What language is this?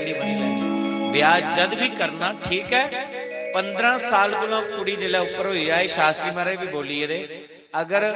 Dogri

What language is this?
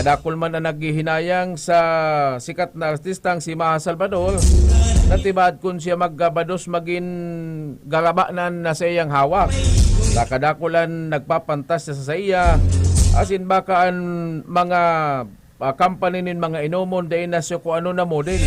Bikol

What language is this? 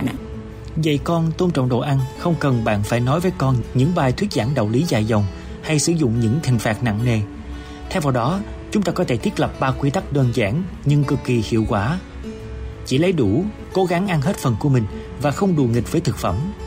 Vietnamese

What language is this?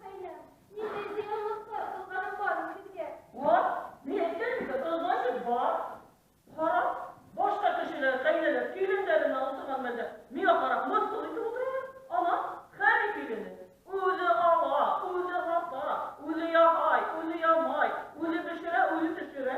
Bashkir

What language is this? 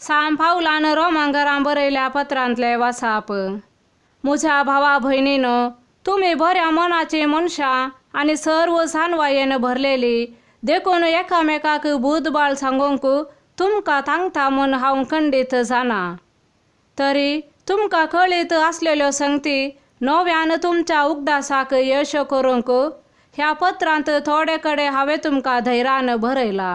Konkani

